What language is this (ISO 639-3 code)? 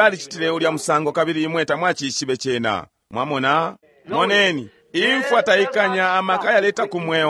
bem